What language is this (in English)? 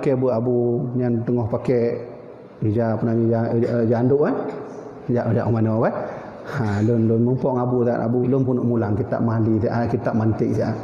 Achinese